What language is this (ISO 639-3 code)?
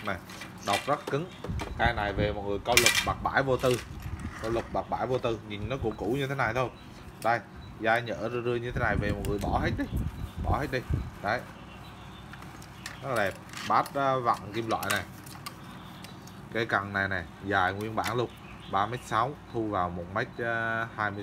vie